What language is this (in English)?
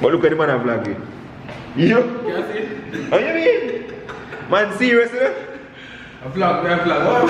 Jamaican Creole English